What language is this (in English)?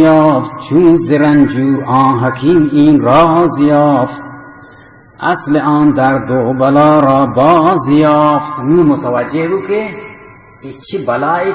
Baluchi